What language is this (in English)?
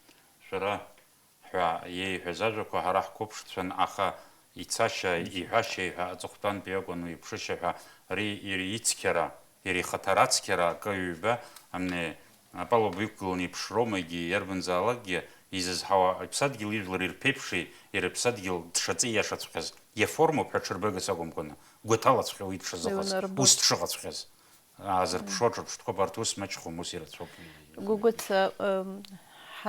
Abkhazian